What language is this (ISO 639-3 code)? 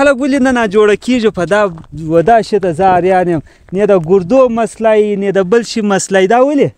pus